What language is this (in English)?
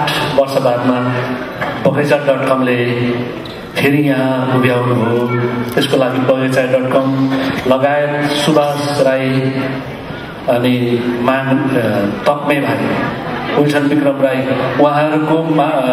Nepali